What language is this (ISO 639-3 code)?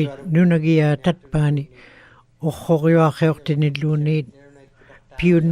ikt